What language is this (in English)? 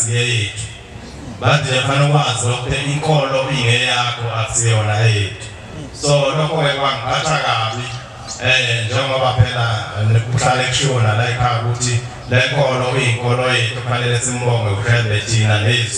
Zulu